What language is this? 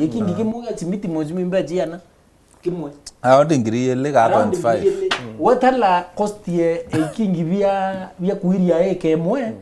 Meru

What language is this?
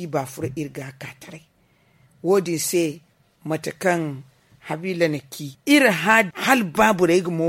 Zarma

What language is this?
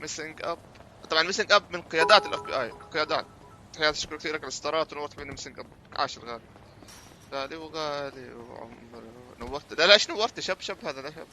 North Levantine Arabic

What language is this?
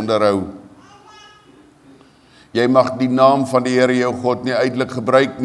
Afrikaans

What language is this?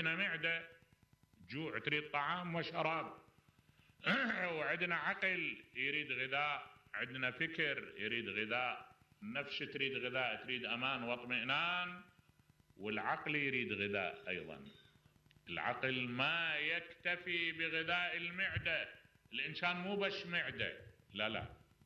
Mesopotamian Arabic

